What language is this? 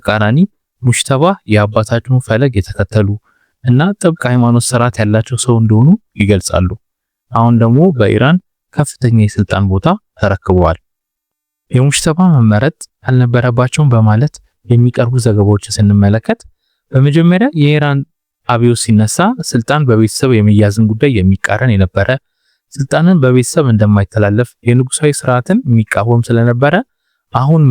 Amharic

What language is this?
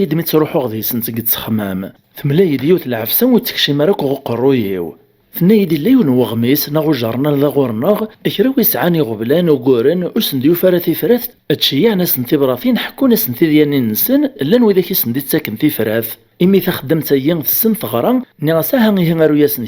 Kabyle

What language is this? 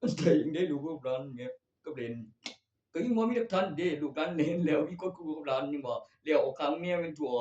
Northeastern Thai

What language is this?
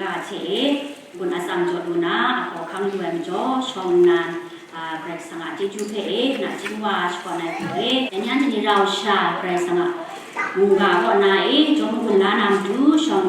Kachin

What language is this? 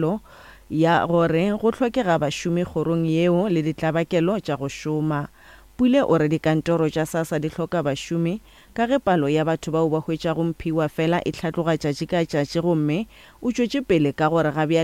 Northern Sotho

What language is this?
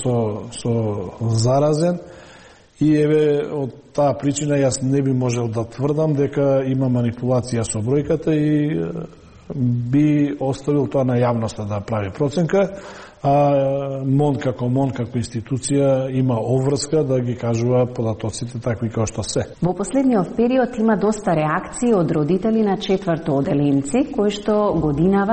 Macedonian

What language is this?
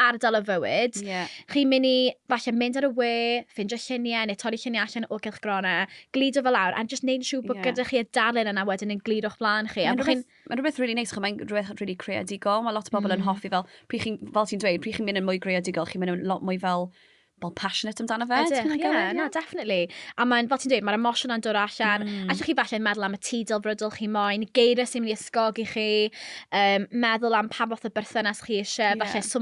Welsh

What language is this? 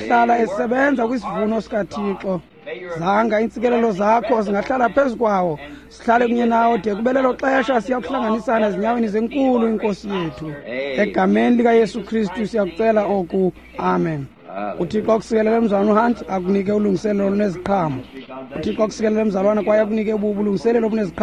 Xhosa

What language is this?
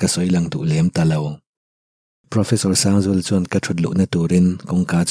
Mizo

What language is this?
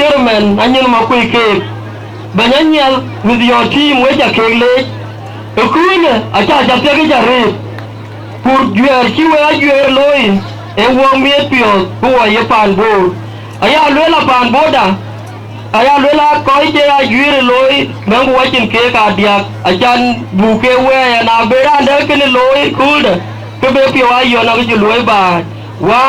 Dinka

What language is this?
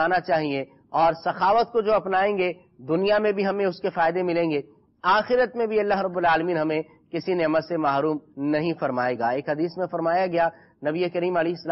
Urdu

